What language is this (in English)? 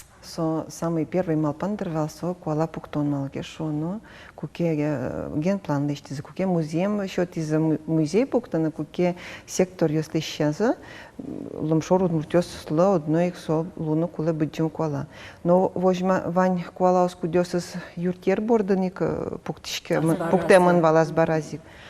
Udmurt